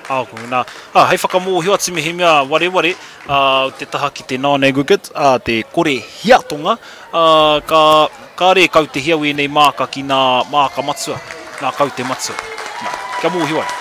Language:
Māori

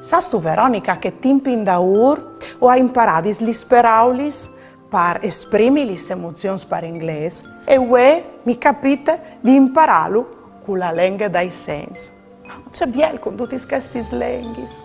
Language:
Friulian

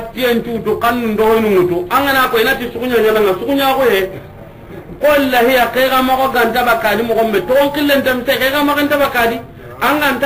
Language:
Soninke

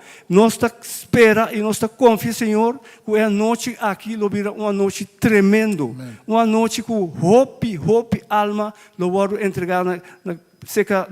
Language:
Papiamento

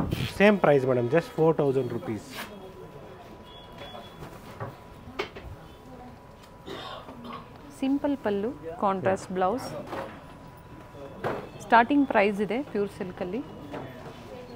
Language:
Kannada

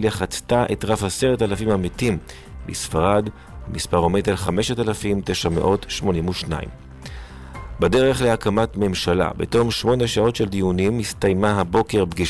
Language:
Hebrew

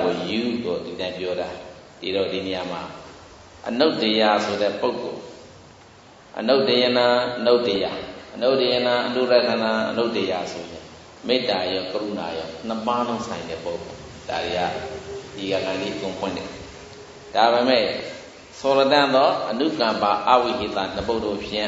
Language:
Burmese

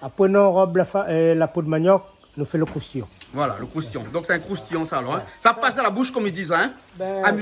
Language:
Réunion Creole French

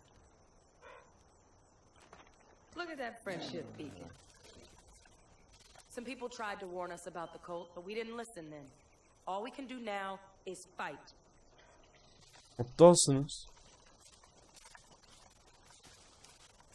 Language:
Turkish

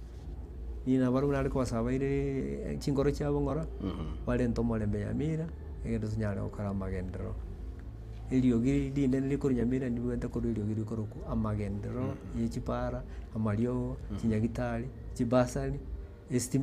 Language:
Gusii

